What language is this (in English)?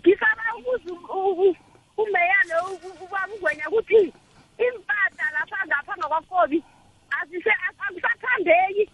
South Ndebele